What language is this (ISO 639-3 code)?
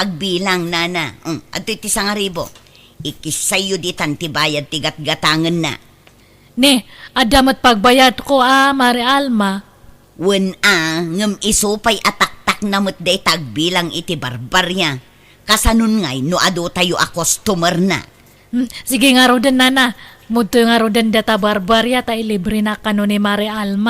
ilo